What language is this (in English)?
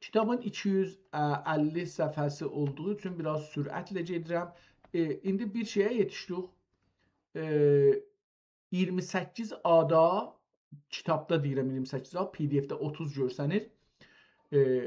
South Azerbaijani